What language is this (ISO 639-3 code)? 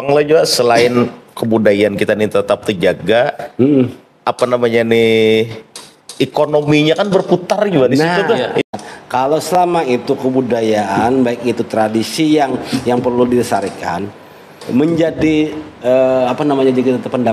bjn